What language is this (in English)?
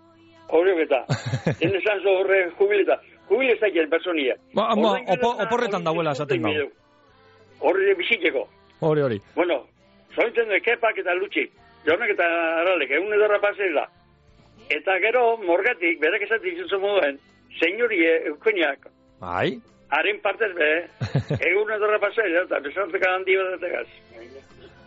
Basque